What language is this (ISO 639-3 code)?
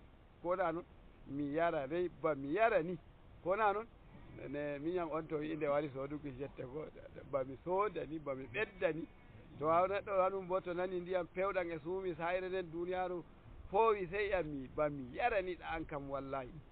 fuv